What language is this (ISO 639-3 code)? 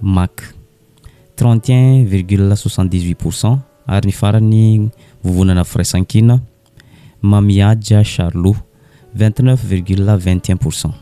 mlg